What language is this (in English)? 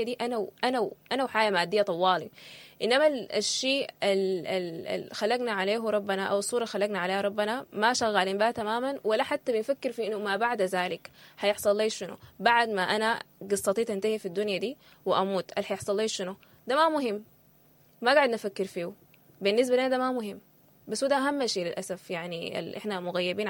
Sudanese Arabic